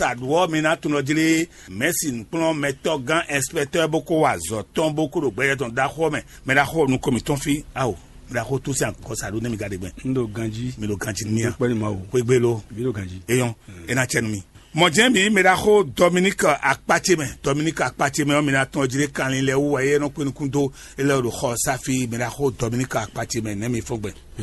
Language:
Fon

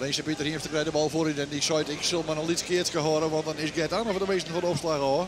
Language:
Western Frisian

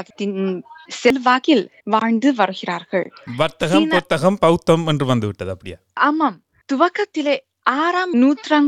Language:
Tamil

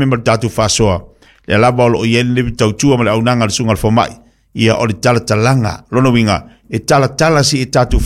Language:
Samoan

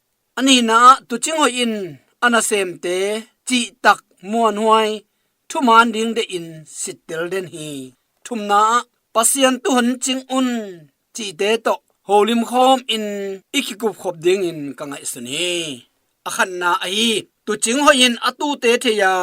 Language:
Tedim Chin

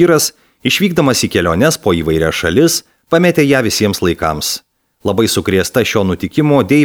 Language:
Lithuanian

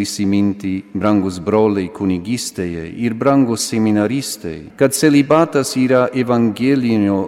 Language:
Lithuanian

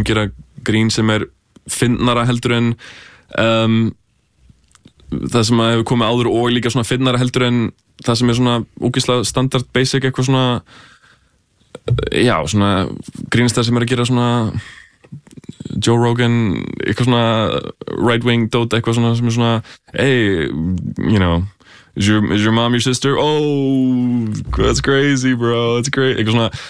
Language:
Icelandic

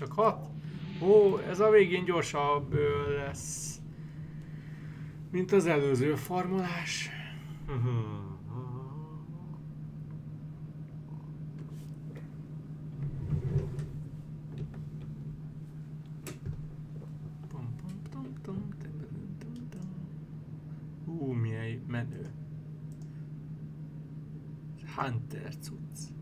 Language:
Hungarian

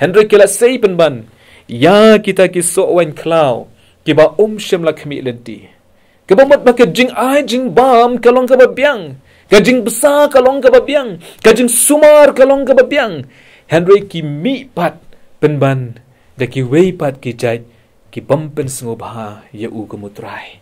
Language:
Khasi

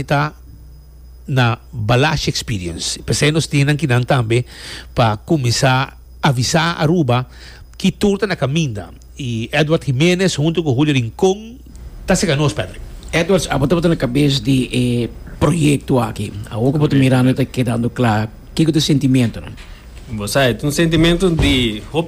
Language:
Portuguese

